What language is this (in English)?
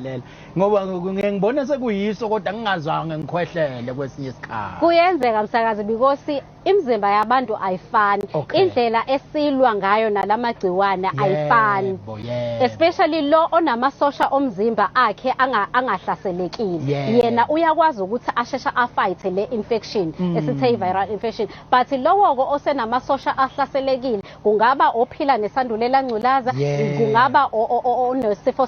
Zulu